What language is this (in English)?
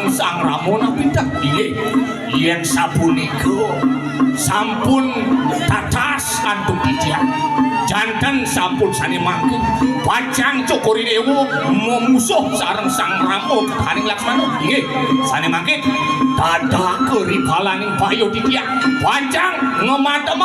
Balinese